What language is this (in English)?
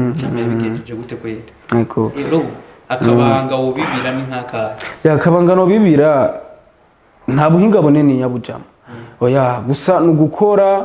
Rundi